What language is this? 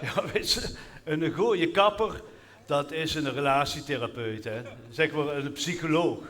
Limburgish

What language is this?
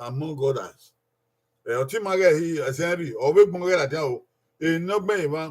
Bini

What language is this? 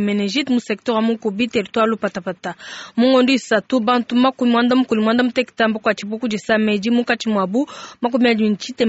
Luba-Lulua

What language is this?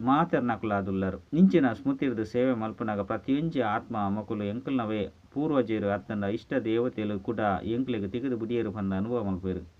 Tulu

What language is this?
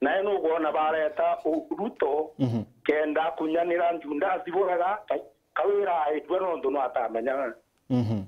Meru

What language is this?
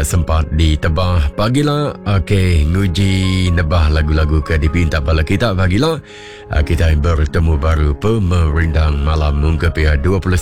Iban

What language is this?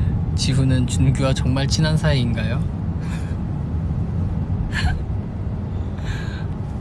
Korean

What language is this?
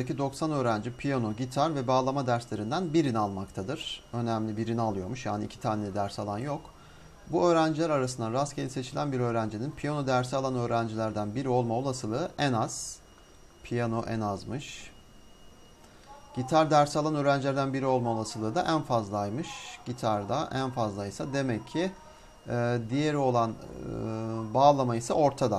Turkish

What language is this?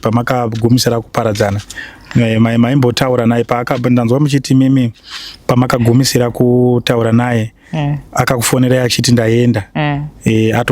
Shona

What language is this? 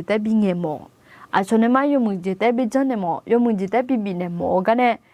Akha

